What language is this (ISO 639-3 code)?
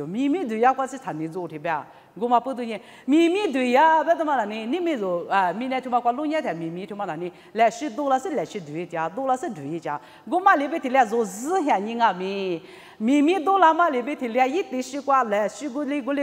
lis